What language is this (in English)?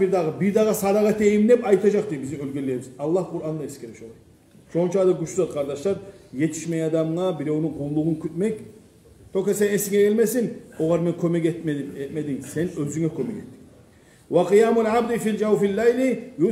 Kumyk